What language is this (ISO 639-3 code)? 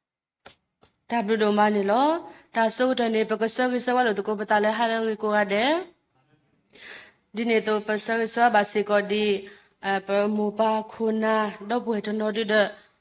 ksw